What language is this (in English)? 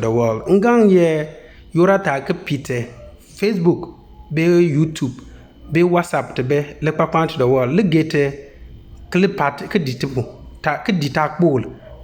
Konkomba